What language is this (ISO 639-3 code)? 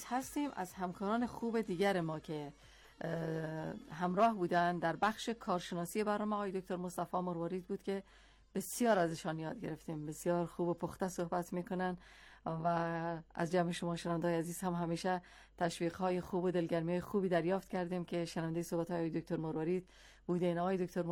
fas